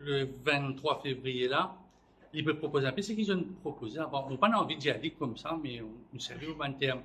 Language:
Morisyen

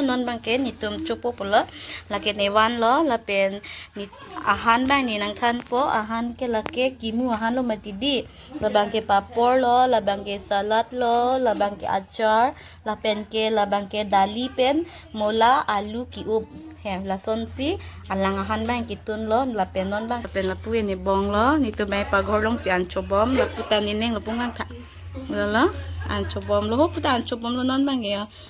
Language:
Karbi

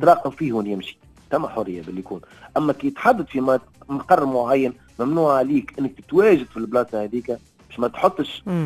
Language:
Tunisian Arabic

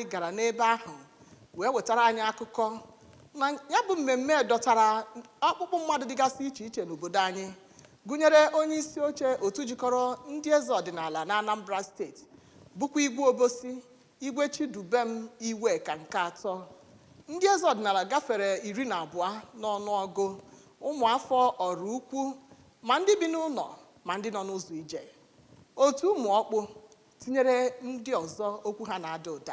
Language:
Igbo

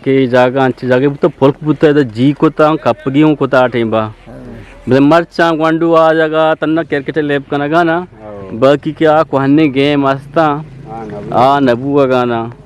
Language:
Eastern Balochi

